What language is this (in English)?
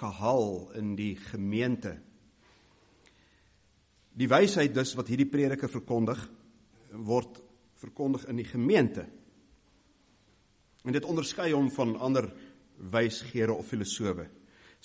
Afrikaans